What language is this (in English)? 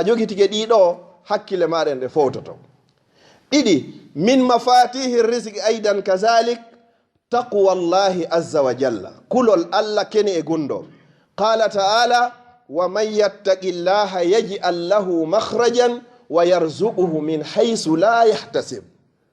Fula